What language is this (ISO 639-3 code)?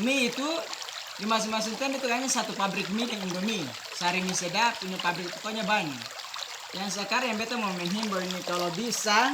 abs